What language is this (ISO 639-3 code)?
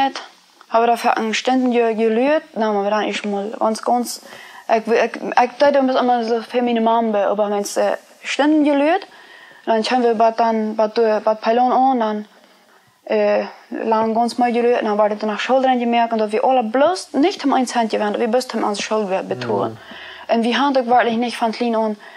pdt